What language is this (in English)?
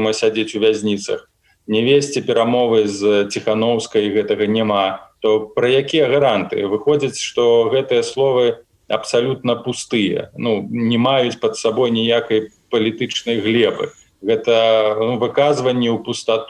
Belarusian